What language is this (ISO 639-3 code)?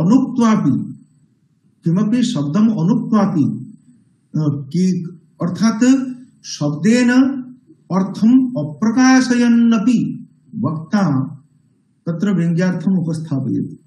san